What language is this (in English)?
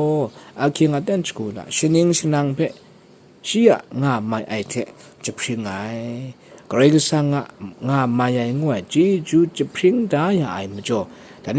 Kachin